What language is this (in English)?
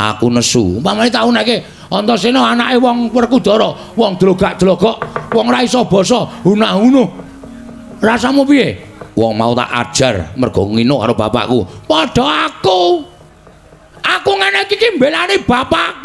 Javanese